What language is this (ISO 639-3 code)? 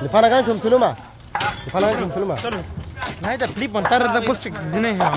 mjw